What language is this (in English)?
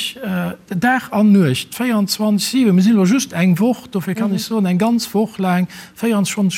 Luxembourgish